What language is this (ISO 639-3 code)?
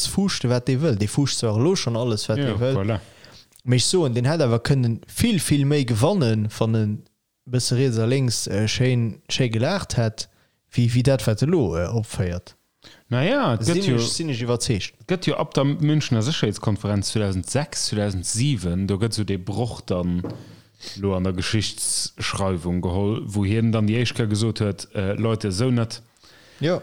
ltz